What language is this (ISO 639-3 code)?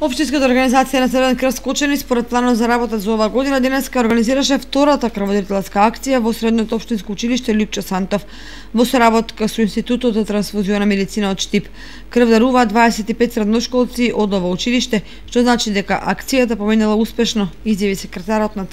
mkd